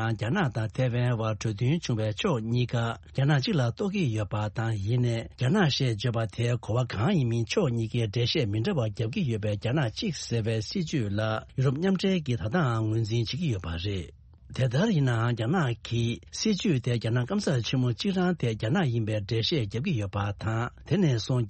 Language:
Tibetan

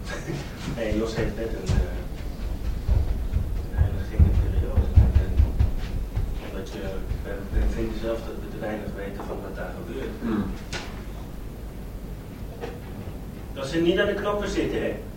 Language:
Dutch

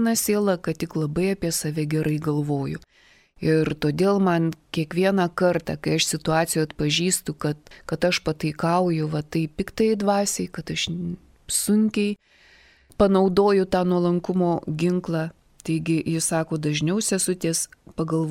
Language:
Lithuanian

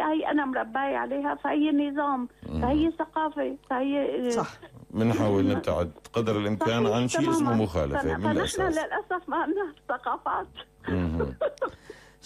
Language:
North Levantine Arabic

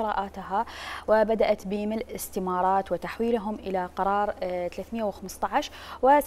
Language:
Mesopotamian Arabic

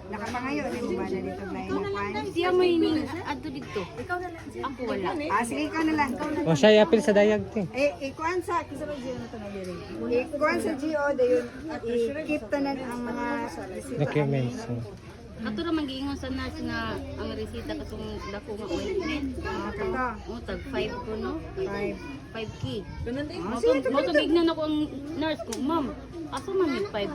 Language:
Cebuano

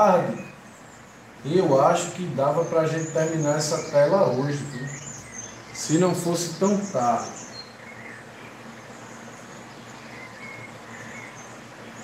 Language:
Portuguese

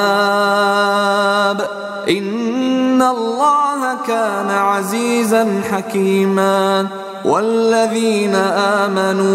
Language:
Arabic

